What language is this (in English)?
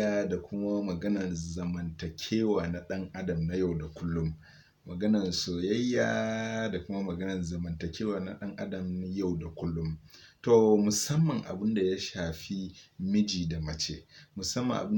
Hausa